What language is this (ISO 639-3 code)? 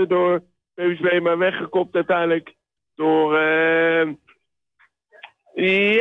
nld